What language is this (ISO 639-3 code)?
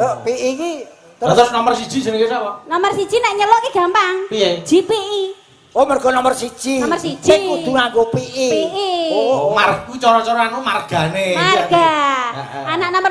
jav